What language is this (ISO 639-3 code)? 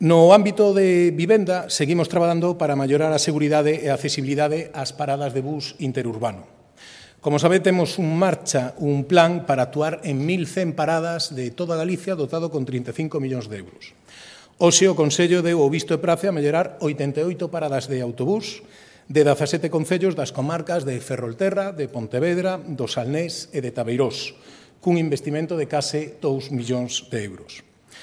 glg